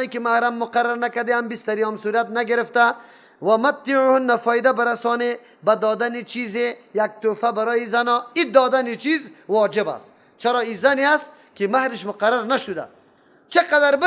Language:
Persian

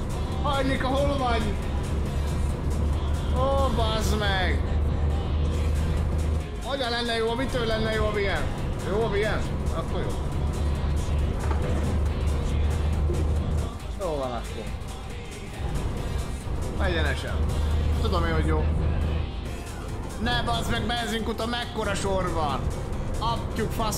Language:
Hungarian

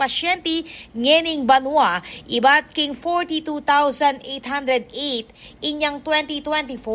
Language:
Pampanga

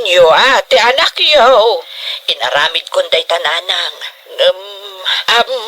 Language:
Iloko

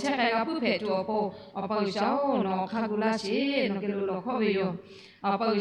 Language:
Lahu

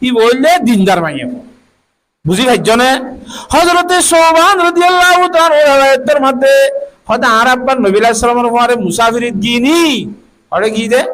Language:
Rohingya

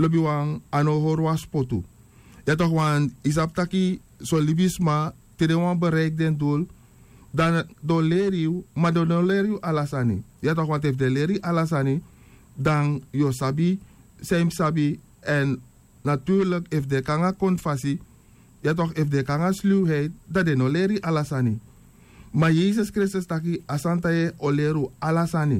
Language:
Sranan Tongo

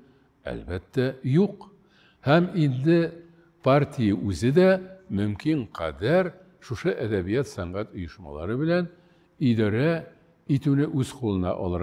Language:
Tatar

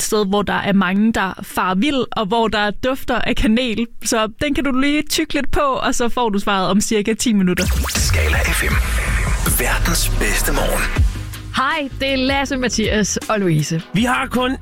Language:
Danish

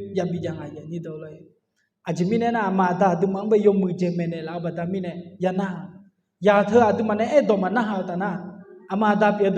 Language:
Akha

